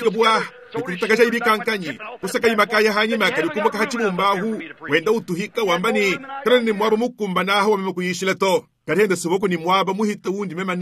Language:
Luba-Lulua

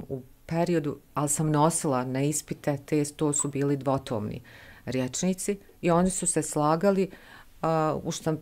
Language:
Bosnian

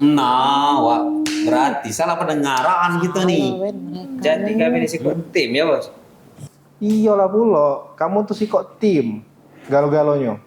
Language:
Musi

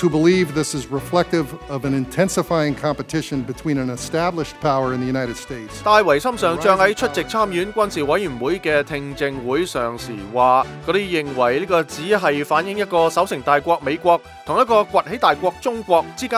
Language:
Cantonese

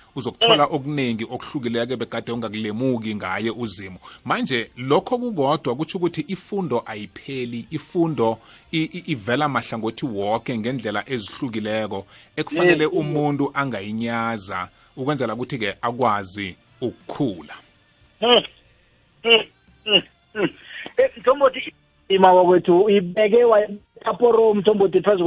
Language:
South Ndebele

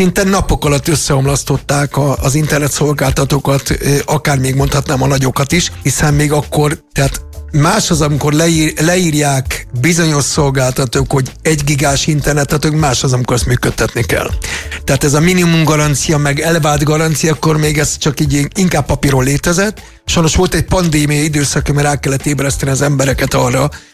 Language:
Hungarian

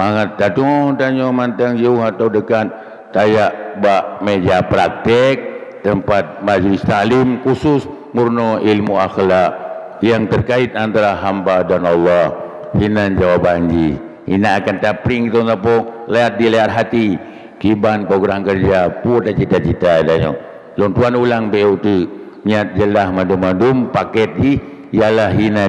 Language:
Achinese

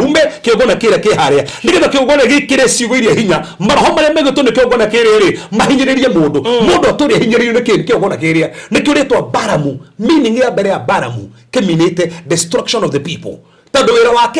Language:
Kikuyu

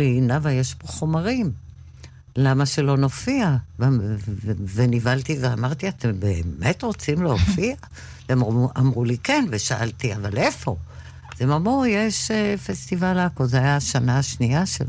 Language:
Hebrew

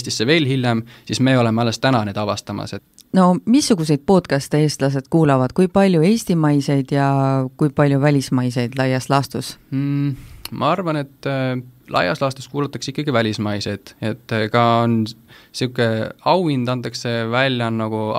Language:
Estonian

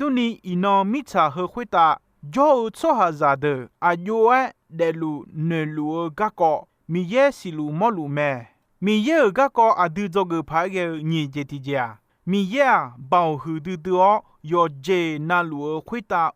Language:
Akha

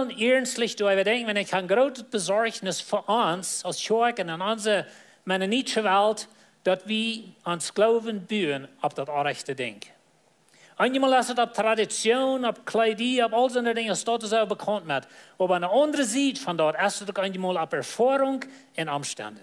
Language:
Plautdietsch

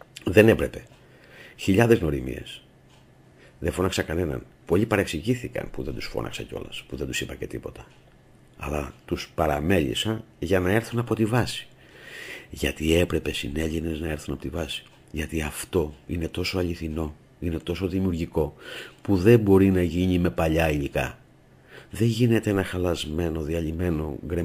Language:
Greek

